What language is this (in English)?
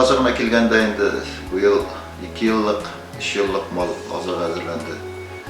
Bashkir